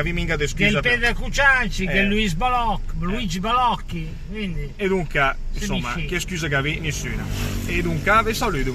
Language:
Lombard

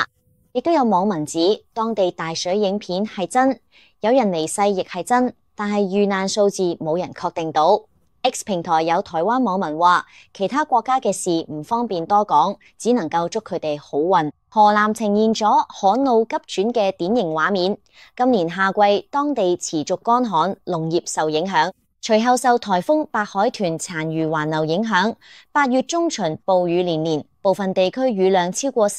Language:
Cantonese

